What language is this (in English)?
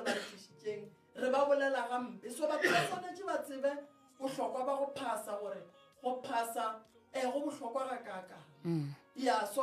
Northern Sotho